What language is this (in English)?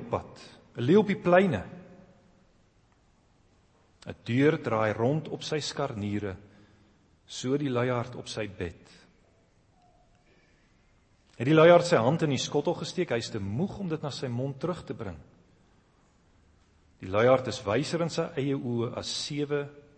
Afrikaans